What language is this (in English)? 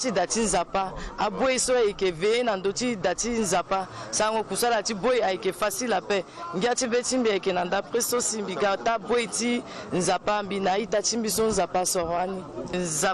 Sango